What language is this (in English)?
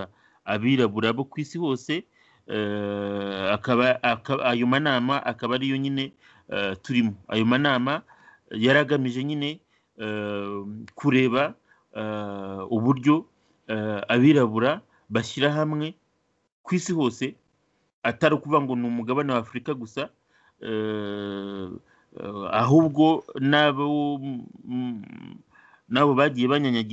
Kinyarwanda